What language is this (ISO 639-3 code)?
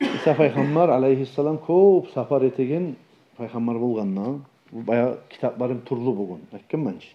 kum